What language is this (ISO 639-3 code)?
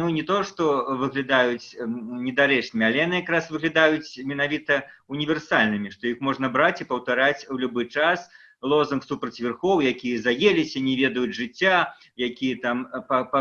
bel